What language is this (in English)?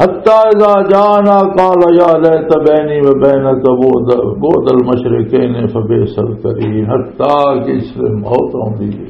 Western Panjabi